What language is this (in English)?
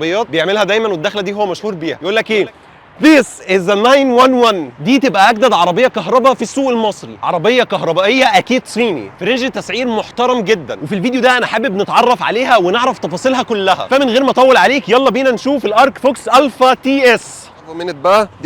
Egyptian Arabic